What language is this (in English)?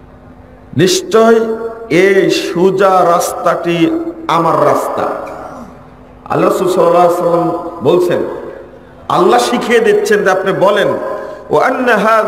Bangla